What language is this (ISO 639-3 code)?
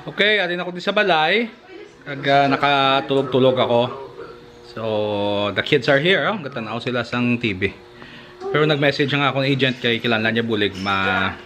hil